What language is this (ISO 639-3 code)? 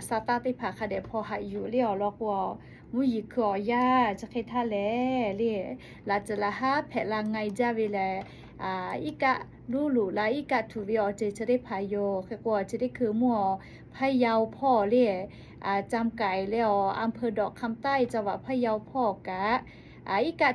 lhu